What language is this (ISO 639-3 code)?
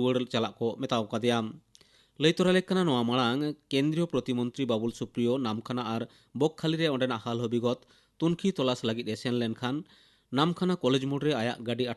sat